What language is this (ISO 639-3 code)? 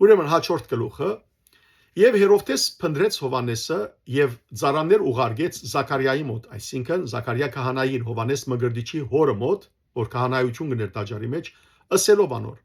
hyw